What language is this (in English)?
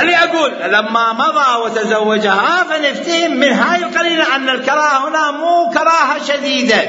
Mesopotamian Arabic